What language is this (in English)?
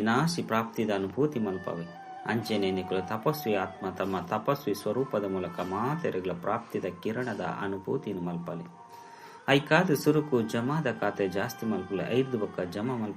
Tulu